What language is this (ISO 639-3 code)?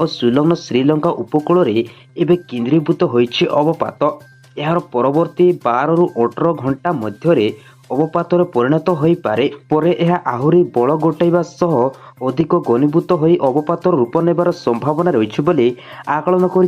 ori